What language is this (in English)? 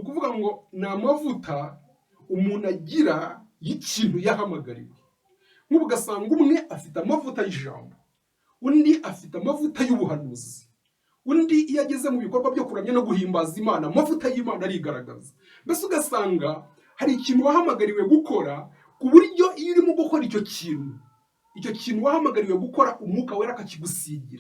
Kinyarwanda